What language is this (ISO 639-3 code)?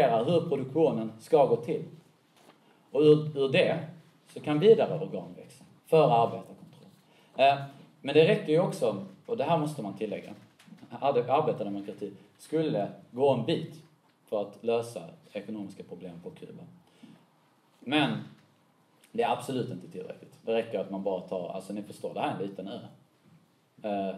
swe